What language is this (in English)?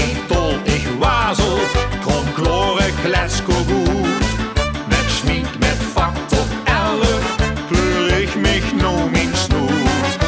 Limburgish